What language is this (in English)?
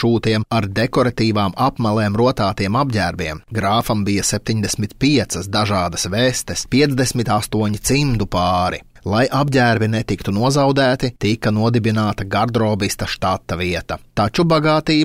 Latvian